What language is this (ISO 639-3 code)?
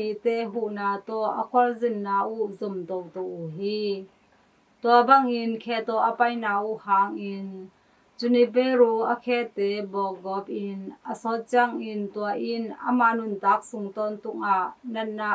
ctd